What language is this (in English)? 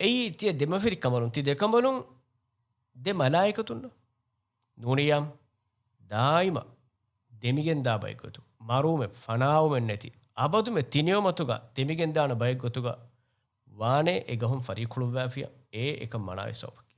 Divehi